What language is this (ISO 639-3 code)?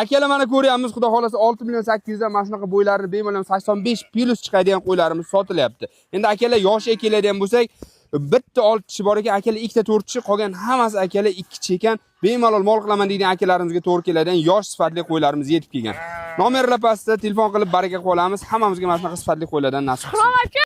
uzb